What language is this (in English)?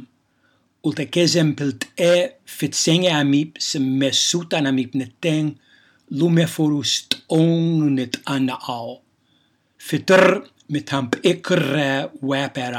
Slovenian